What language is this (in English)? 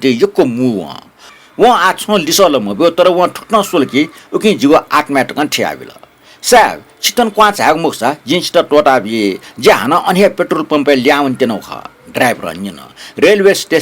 Newari